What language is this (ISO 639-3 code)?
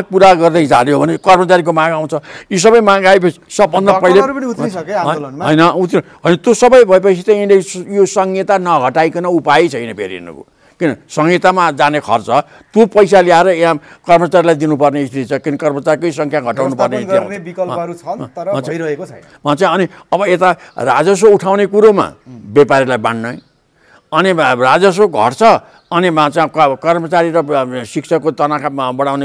nep